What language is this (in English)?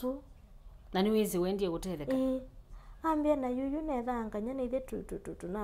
Kamba